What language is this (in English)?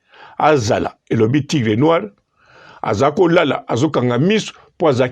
Lingala